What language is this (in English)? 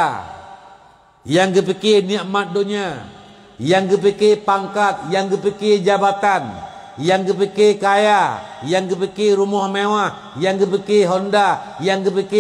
Achinese